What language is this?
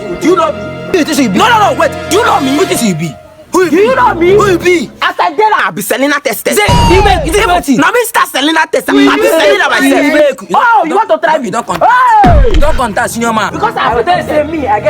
Nigerian Pidgin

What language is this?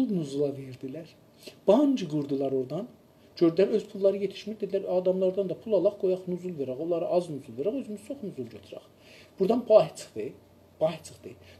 South Azerbaijani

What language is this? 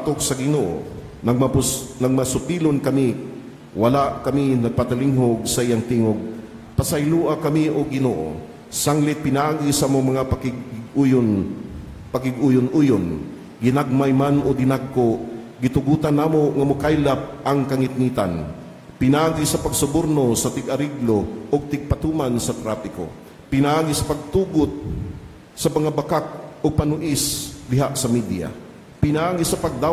Cebuano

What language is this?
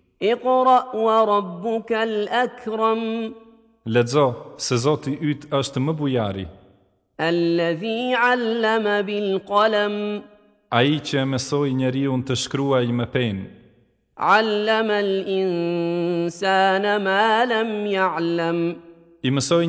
Albanian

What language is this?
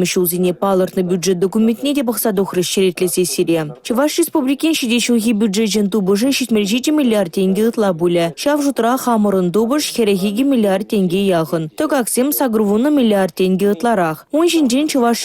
Chuvash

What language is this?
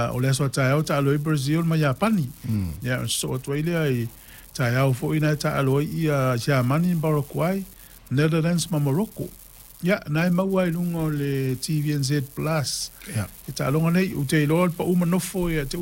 Samoan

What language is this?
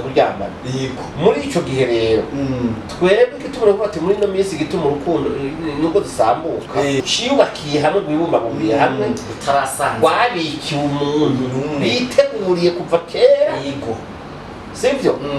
Rundi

